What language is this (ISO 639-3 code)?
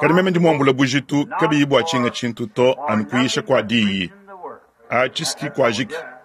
lua